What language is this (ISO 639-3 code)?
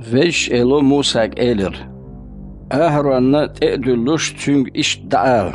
che